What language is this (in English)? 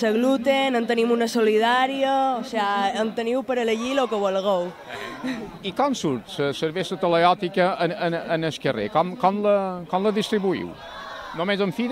Catalan